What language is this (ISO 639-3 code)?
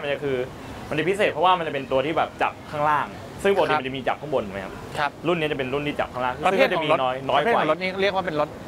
tha